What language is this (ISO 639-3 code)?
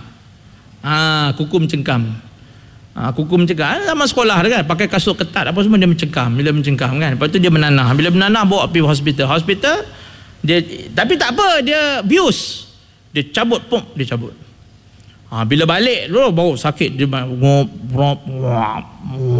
msa